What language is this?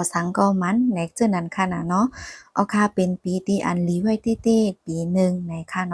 Shan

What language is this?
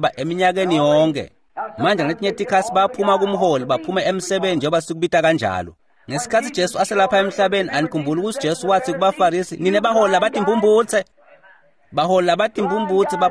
Swati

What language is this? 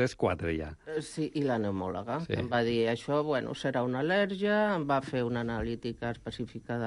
Catalan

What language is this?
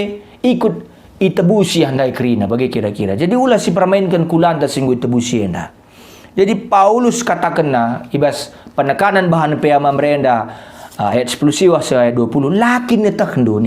Batak Karo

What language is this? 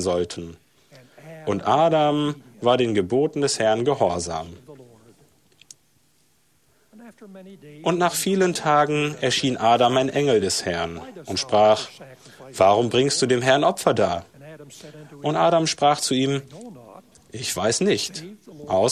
German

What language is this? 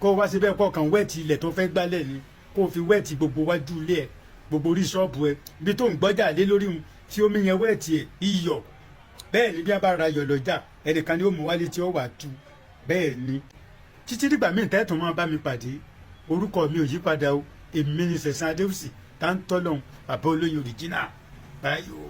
Yoruba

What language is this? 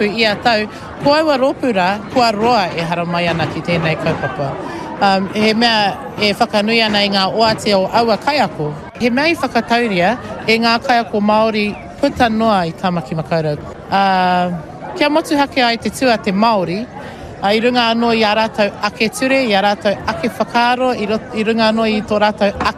Māori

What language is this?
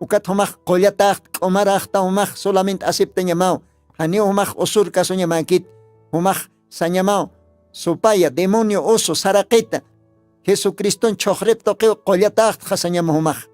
Aymara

